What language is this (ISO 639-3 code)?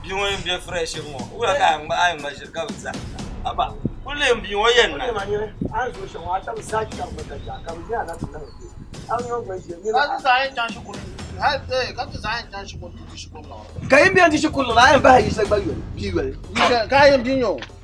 dag